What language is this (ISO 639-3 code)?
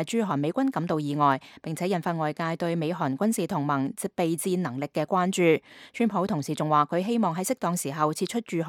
yue